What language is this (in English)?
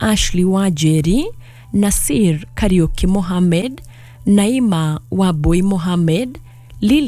Kikuyu